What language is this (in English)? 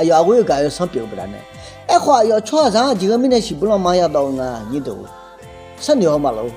Akha